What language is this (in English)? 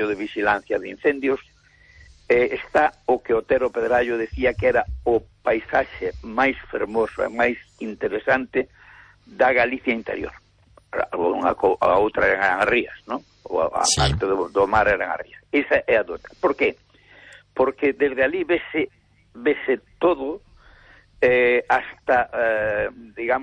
Galician